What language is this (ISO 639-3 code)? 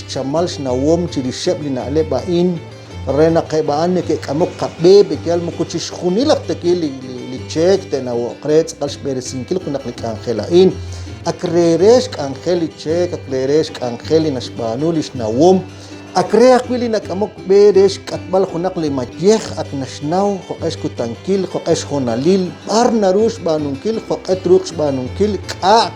kek